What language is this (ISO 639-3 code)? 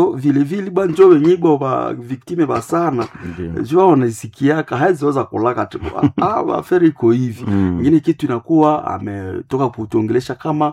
swa